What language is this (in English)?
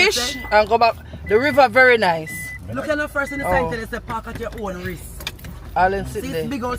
Jamaican Creole English